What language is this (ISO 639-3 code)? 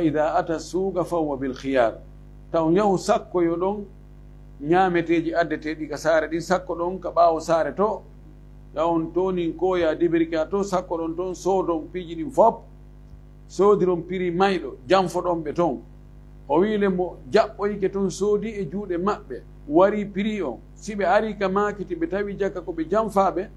ful